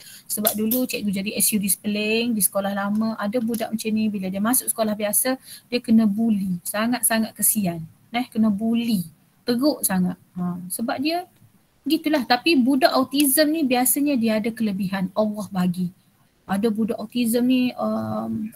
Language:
Malay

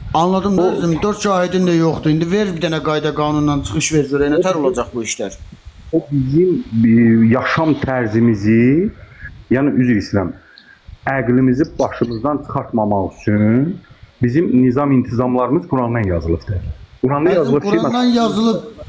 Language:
Azerbaijani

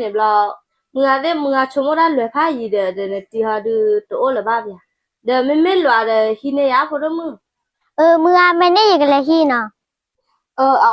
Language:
S'gaw Karen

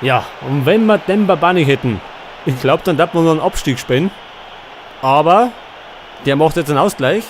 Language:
Bavarian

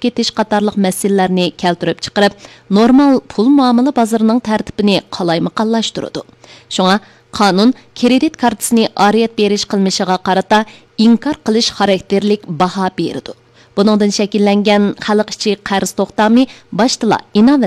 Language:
Uyghur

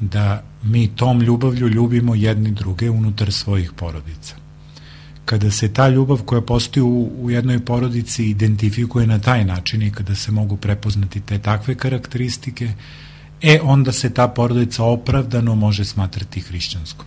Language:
Serbian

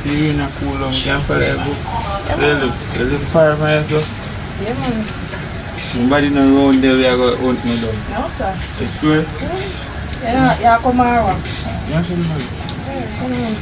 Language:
Jamaican Creole English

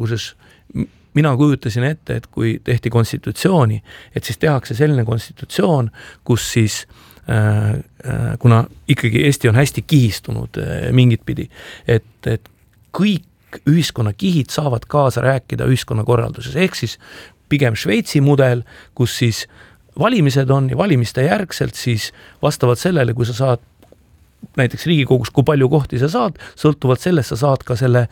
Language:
Estonian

